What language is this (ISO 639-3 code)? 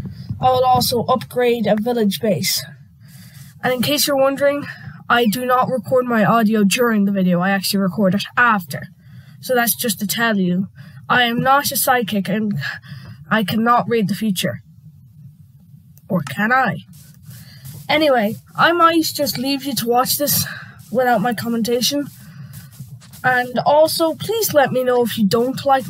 eng